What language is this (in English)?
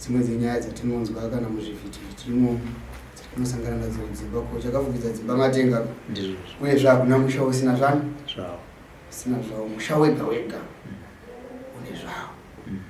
Shona